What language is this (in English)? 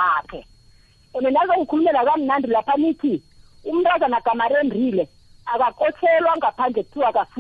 South Ndebele